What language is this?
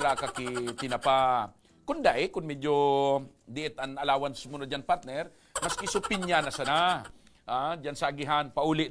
Bikol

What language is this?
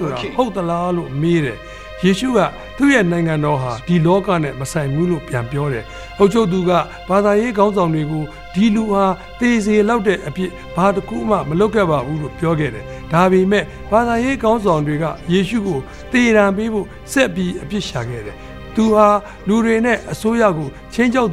Burmese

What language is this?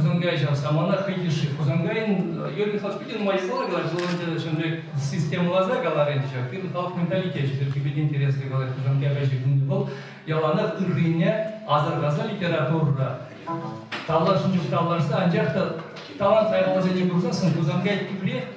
Chuvash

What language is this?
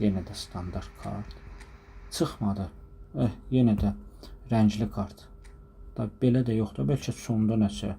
Azerbaijani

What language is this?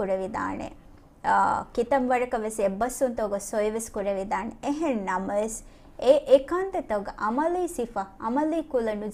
Divehi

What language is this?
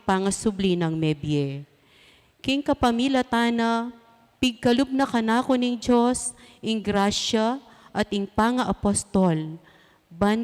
Pampanga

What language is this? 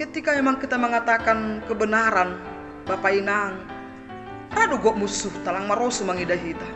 Batak Simalungun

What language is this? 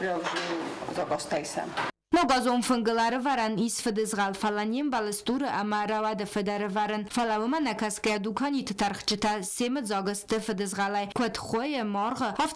Ossetic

